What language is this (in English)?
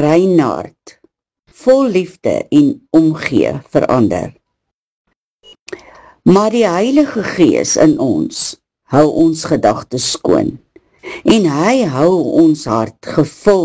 Afrikaans